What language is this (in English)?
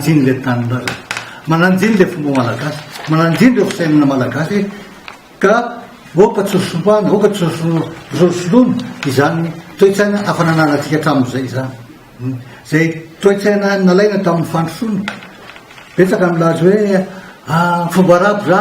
Malagasy